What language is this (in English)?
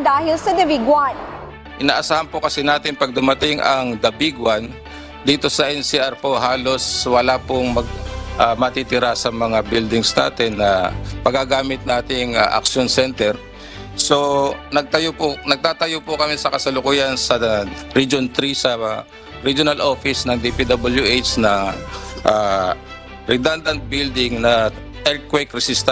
Filipino